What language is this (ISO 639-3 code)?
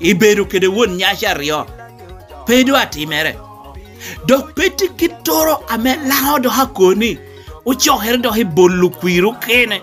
laj